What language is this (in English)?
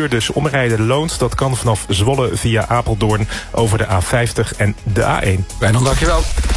Dutch